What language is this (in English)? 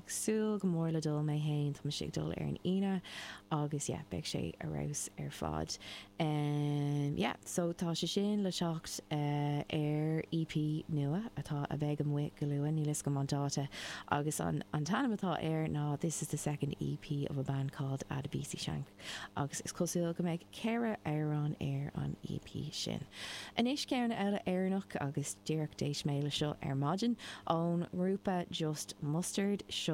Irish